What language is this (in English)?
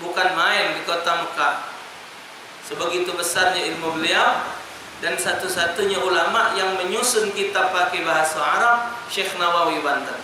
Musi